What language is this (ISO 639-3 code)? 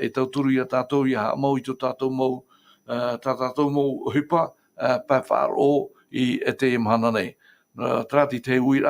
tah